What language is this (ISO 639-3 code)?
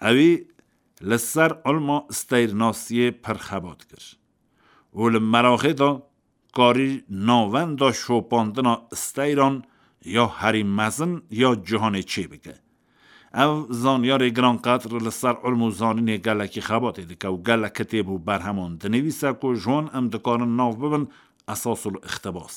kur